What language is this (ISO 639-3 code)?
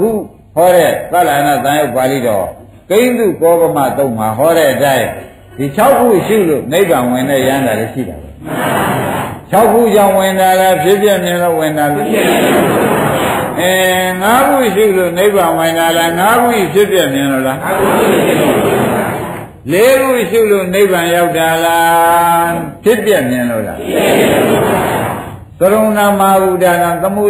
mya